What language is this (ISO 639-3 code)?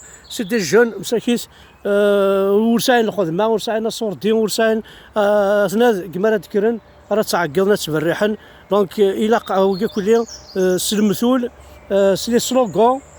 kab